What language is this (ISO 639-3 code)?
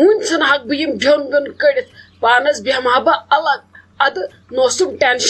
kas